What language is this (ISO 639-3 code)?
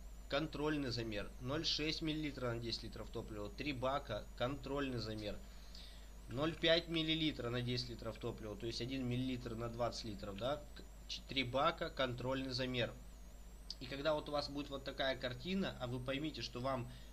rus